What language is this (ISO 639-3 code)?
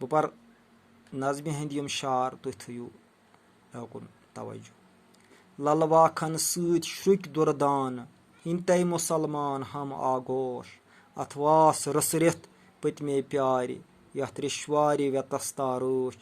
kas